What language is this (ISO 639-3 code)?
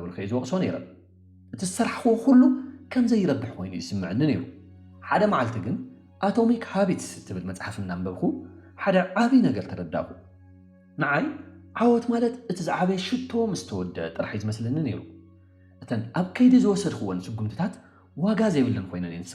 tir